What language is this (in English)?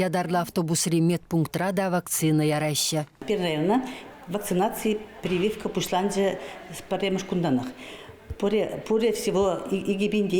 Chuvash